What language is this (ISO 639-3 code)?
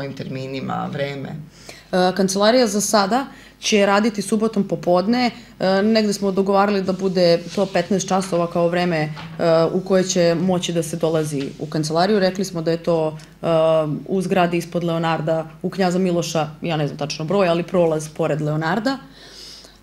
srp